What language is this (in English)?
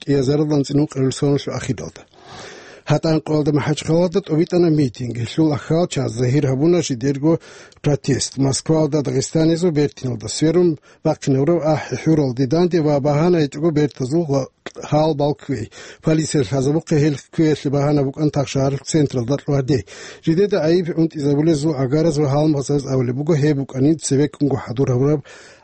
Avaric